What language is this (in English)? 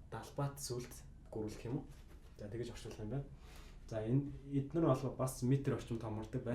Mongolian